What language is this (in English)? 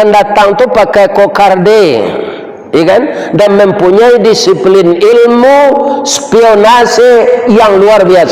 Minangkabau